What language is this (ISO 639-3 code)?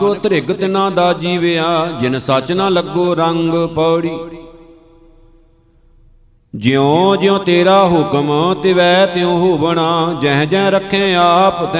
pan